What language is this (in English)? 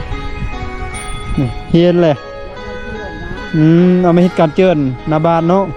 Lao